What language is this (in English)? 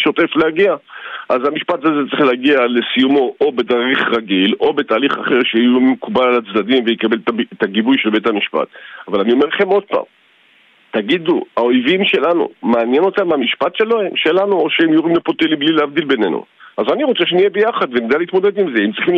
Hebrew